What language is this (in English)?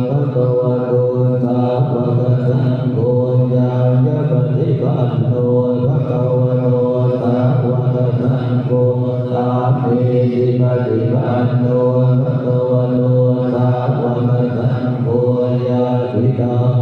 Pali